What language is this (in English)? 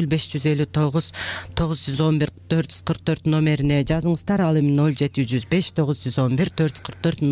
Kyrgyz